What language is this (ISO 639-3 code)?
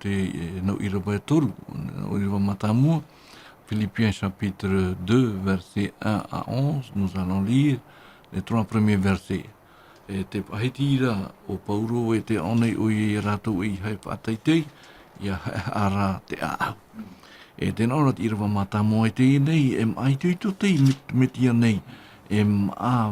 tah